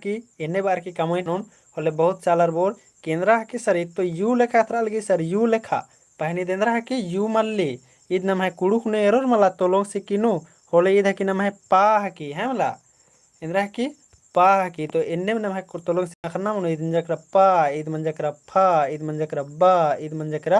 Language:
Kurukh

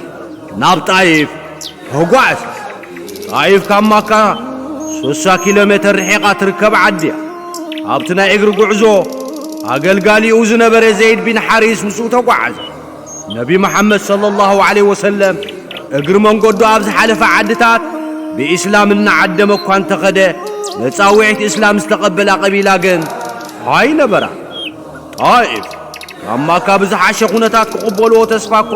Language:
Tigrinya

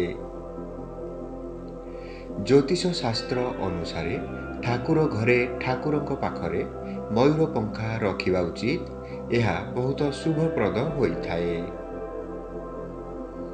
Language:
Odia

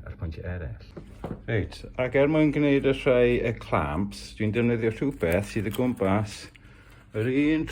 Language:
Welsh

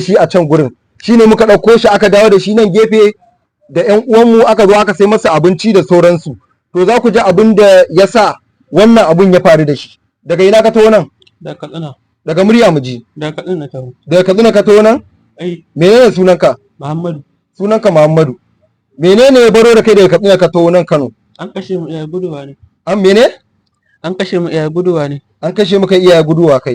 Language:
Hausa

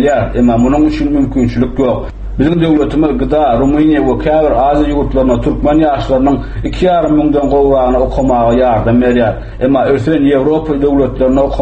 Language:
Turkmen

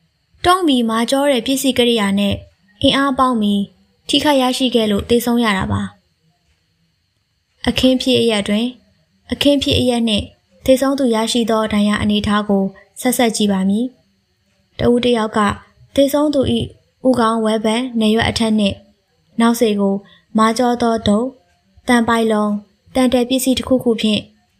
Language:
Burmese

